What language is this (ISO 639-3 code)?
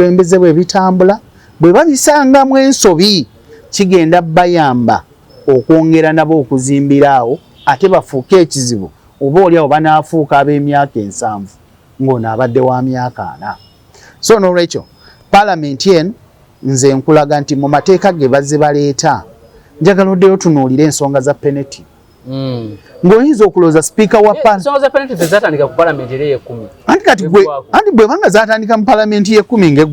lug